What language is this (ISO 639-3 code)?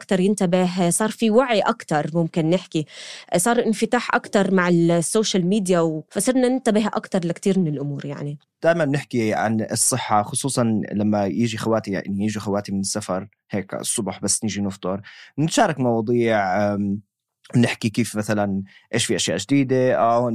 apc